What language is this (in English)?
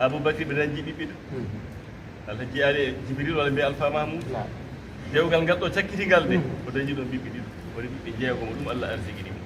Fula